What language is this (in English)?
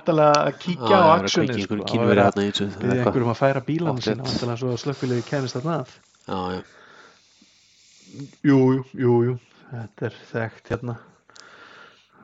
Icelandic